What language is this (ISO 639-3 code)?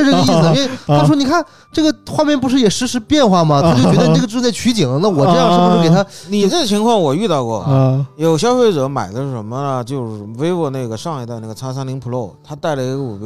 zho